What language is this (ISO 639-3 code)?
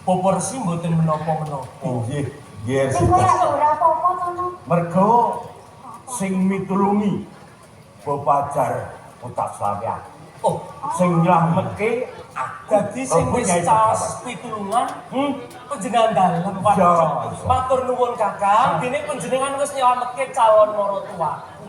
jav